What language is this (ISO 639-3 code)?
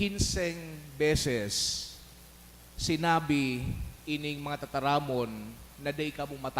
bik